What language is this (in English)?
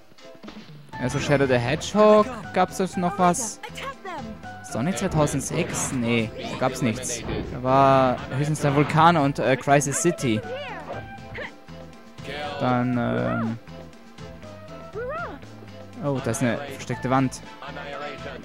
German